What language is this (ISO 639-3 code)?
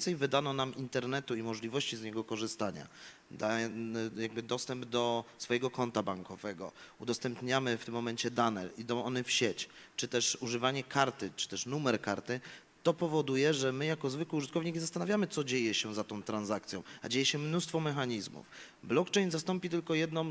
pol